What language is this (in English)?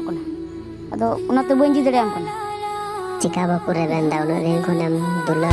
Santali